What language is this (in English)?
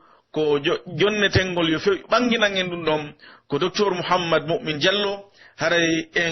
Pular